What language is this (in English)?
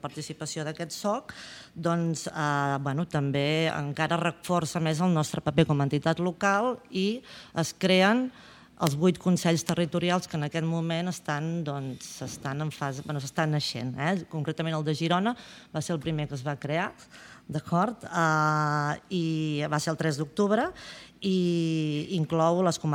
Catalan